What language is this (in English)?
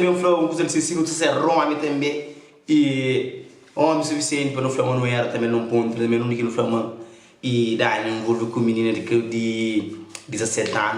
Kabuverdianu